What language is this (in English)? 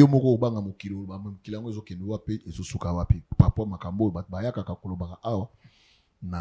Lingala